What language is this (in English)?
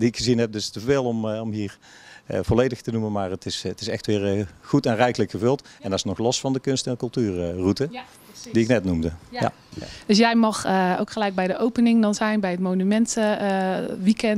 Dutch